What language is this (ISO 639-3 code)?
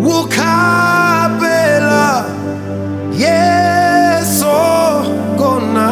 tso